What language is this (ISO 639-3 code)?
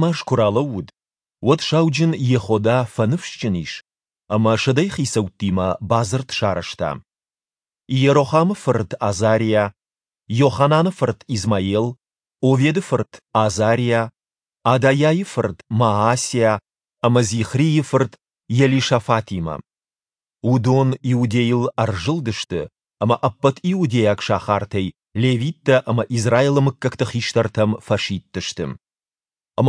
oss